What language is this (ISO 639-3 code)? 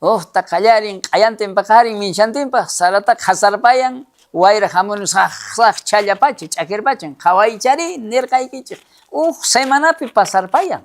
quh